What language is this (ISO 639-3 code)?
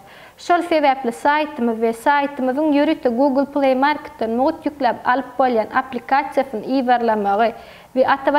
tuk